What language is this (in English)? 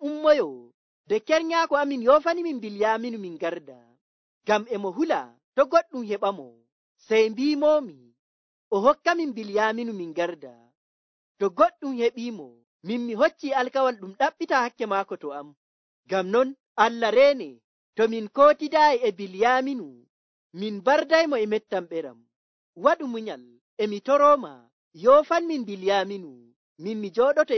Nigerian Fulfulde